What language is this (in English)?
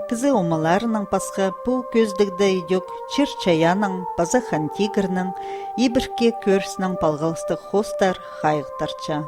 Khakas